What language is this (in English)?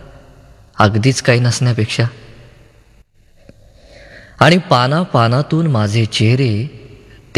Marathi